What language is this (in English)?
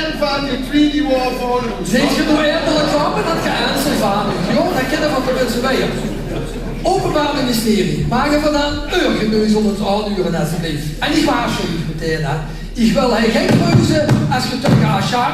Limburgish